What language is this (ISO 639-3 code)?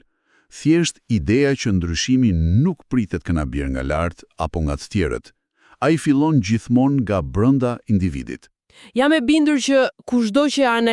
sqi